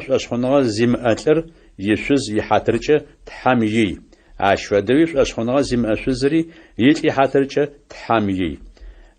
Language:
Adyghe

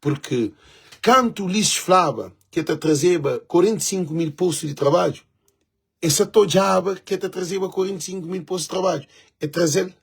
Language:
Kabuverdianu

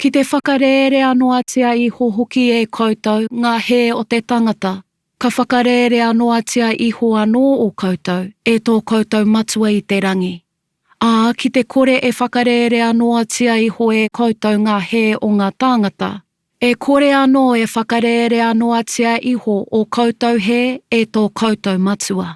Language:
Māori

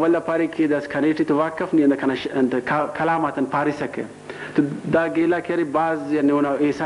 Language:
Brahui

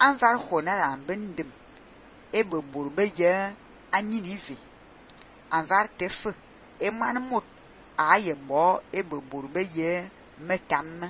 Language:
Fang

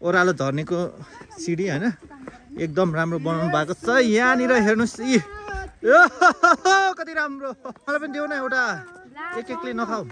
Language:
Nepali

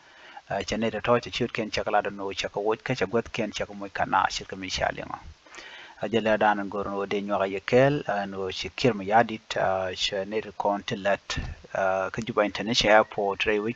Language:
Nuer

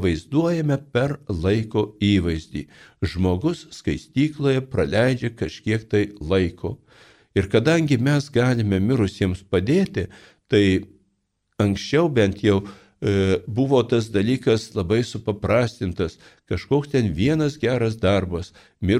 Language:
Lithuanian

